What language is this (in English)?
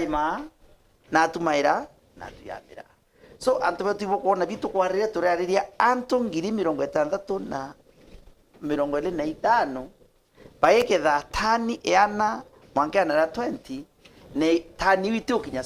Meru